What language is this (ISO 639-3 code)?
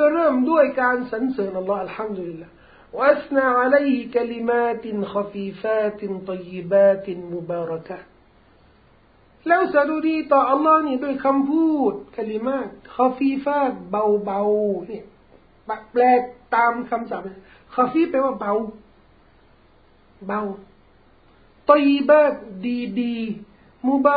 tha